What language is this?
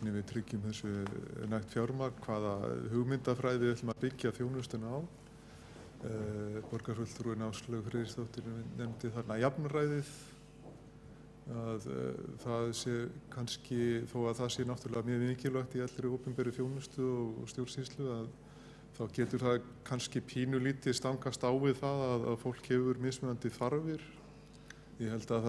Icelandic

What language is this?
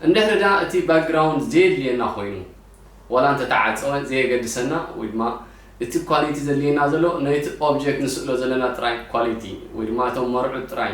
Tigrinya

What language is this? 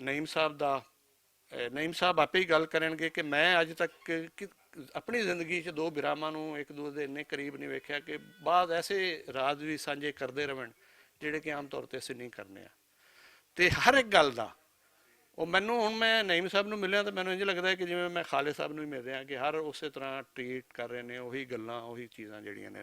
Western Panjabi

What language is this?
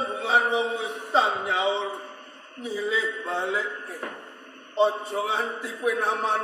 Javanese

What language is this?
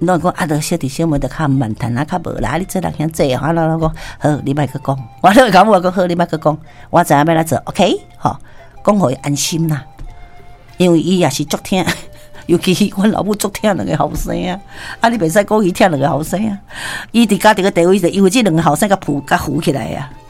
Min Nan Chinese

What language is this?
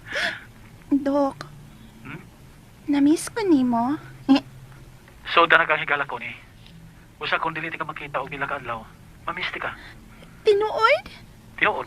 Cebuano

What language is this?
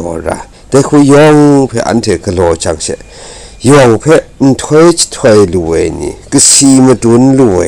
Kachin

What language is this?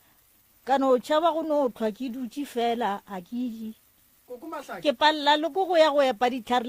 Northern Sotho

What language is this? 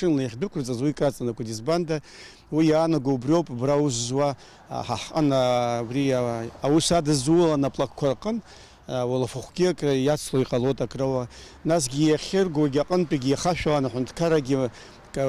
Abkhazian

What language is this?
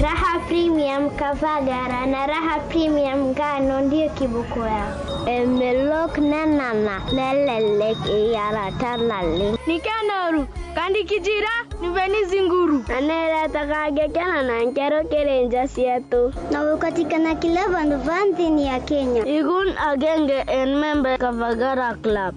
Meru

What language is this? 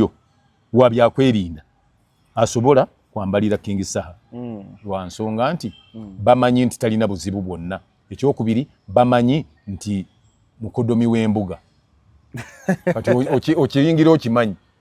Ganda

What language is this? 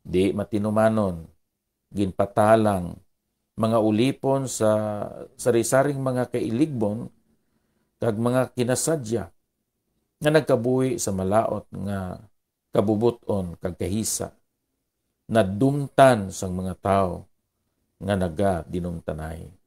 Hiligaynon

